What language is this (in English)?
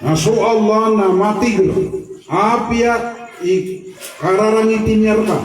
Maranao